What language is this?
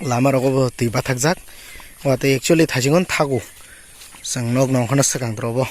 Kok Borok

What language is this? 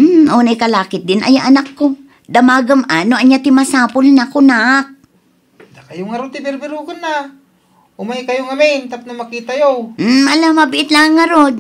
Iloko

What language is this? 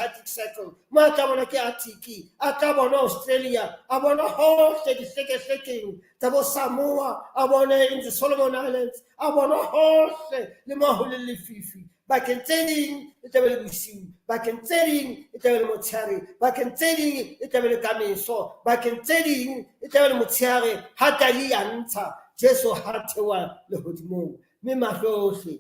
Southern Sotho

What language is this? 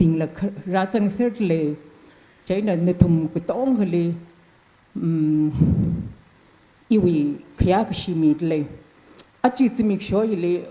Tangkhul Naga (India)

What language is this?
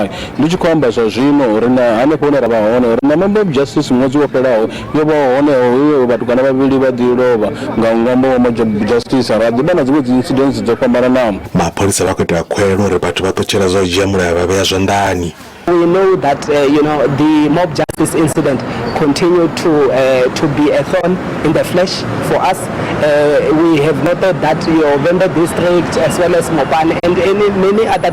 Venda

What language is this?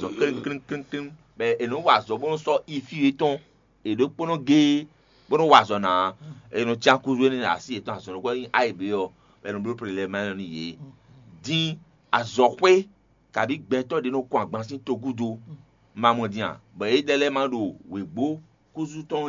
Fon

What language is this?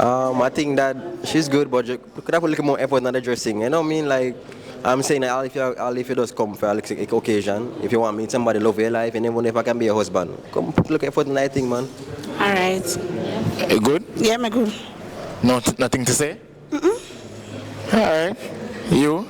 Jamaican Creole English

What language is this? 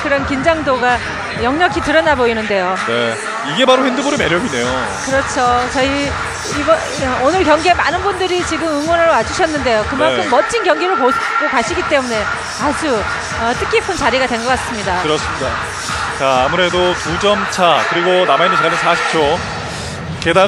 Korean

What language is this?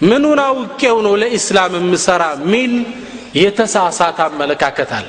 Amharic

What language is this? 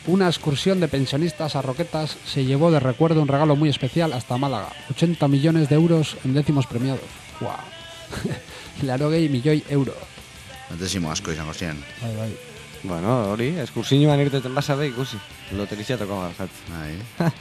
Basque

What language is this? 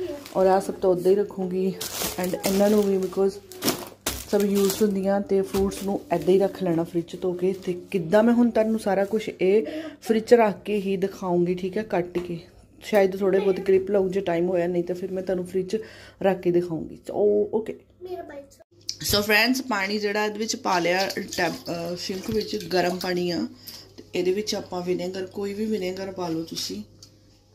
Punjabi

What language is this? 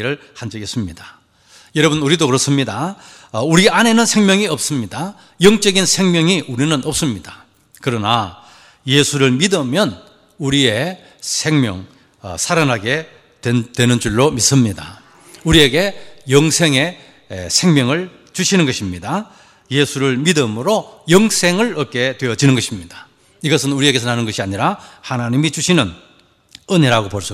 Korean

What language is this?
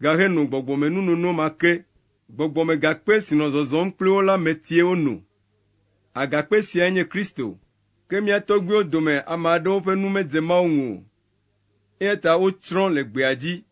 Ewe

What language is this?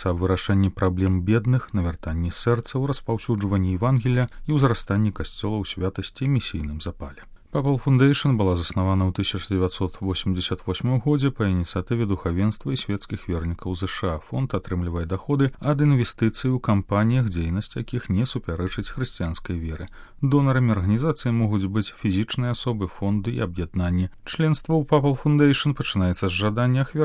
Belarusian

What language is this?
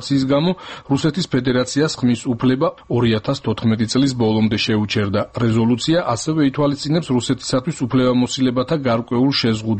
Georgian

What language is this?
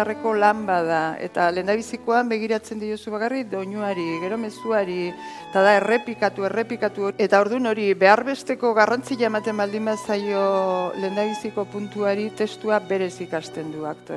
Basque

